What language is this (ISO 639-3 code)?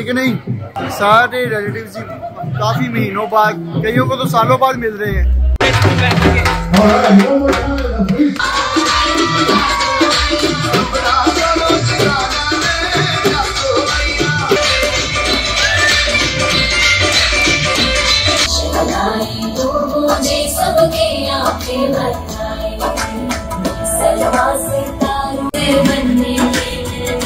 hin